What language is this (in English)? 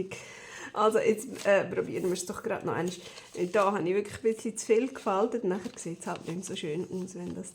Swiss German